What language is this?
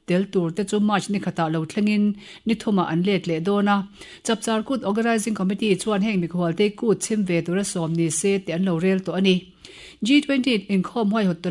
Mizo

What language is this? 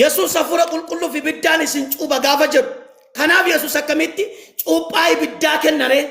Oromo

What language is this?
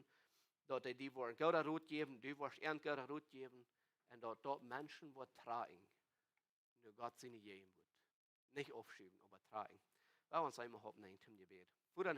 Plautdietsch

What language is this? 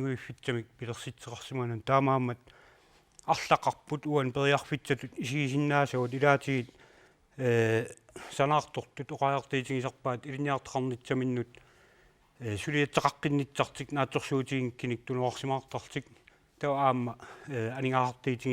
Kalaallisut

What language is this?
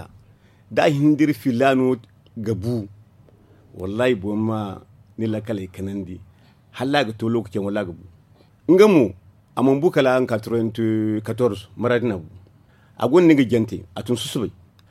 Zarma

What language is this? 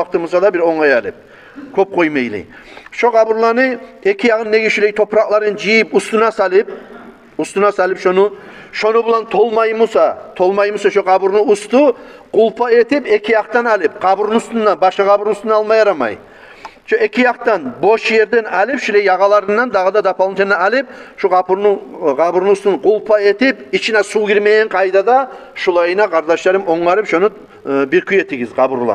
Kumyk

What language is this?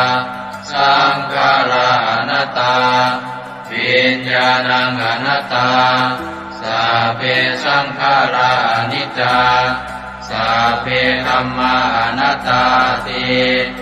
Pali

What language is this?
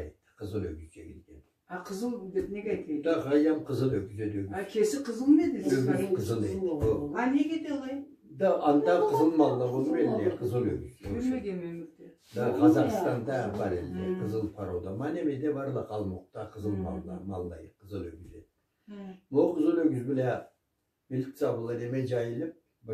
Karachay-Balkar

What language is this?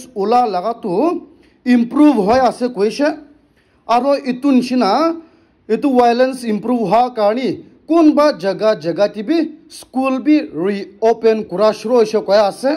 Naga Pidgin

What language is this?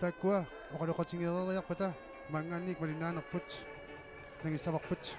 Kalaallisut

